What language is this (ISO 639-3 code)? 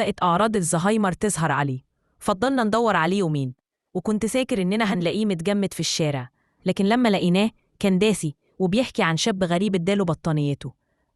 arz